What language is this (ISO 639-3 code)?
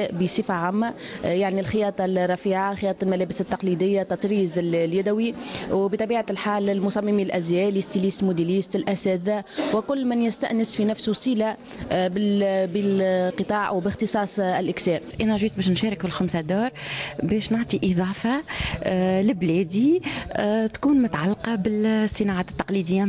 aeb